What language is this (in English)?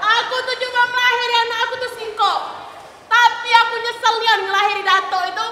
Musi